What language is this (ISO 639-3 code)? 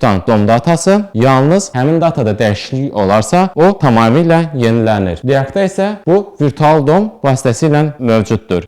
aze